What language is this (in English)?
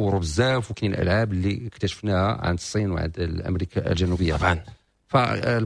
Moroccan Arabic